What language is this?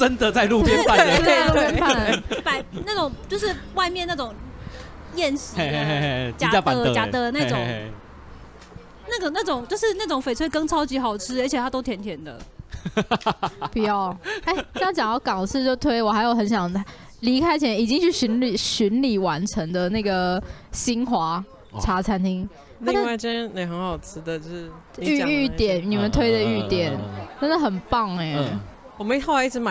Chinese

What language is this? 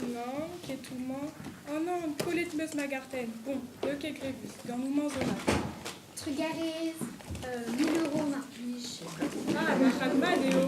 Breton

